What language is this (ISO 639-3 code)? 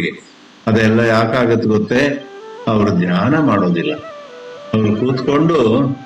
kan